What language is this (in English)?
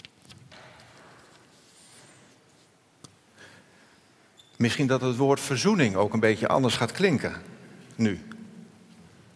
Dutch